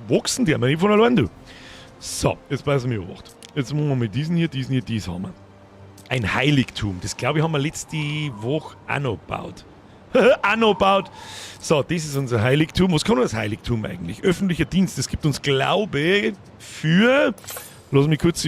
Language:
Bavarian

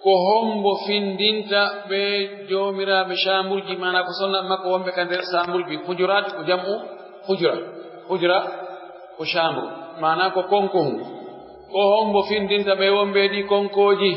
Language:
Pular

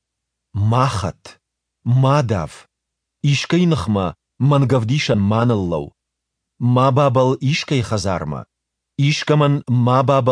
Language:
Ossetic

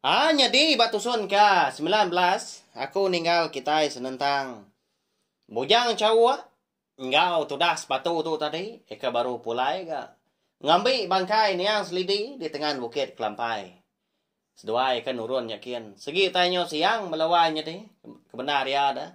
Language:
Iban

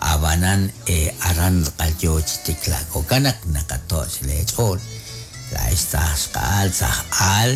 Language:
Kekchí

